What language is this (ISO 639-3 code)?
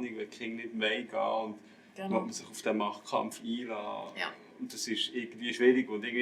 gsw